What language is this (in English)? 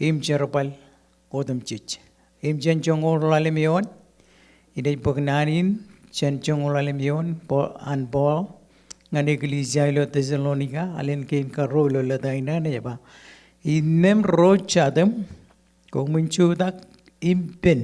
Marshallese